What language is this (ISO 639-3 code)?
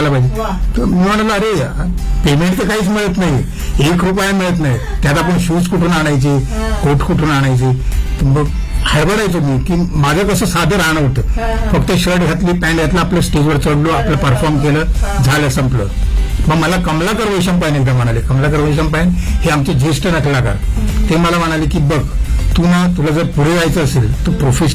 mar